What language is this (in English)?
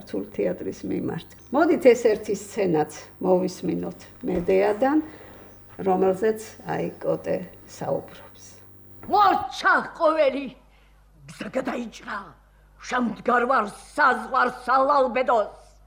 Georgian